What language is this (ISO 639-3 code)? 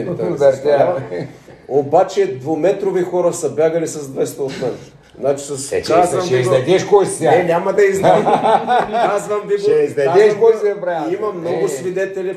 bul